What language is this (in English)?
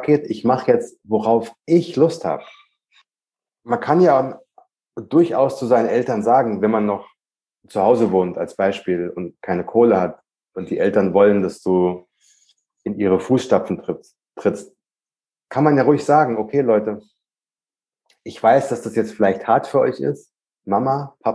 German